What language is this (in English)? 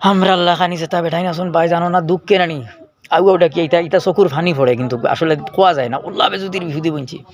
Sylheti